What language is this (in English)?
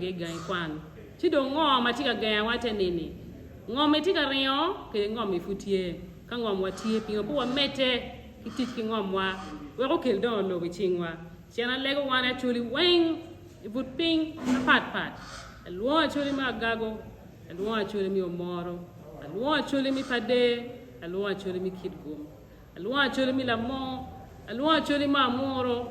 Acoli